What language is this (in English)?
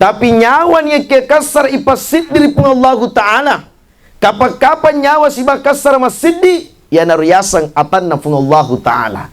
Buginese